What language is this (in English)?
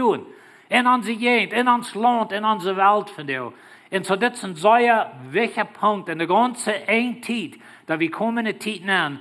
Plautdietsch